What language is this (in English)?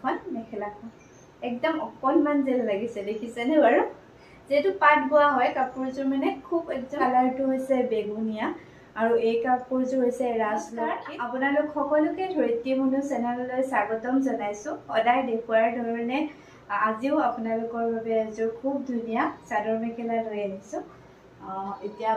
Assamese